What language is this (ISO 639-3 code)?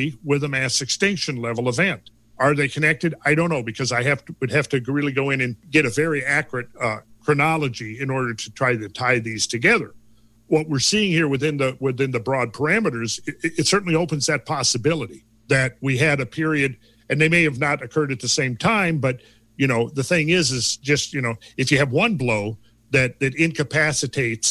eng